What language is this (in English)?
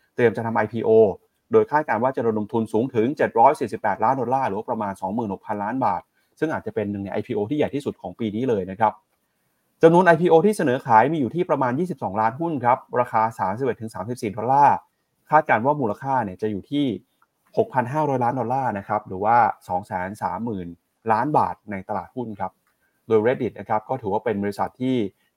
Thai